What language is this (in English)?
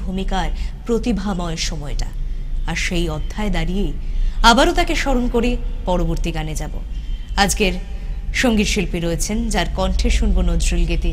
Bangla